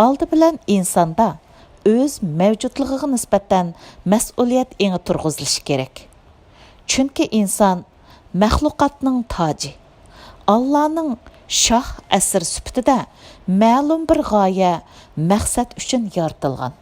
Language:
Uyghur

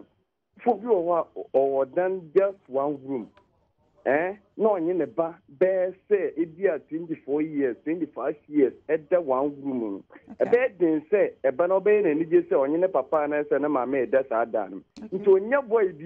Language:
Akan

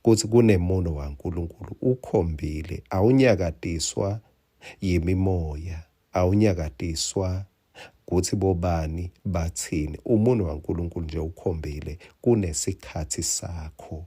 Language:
Swati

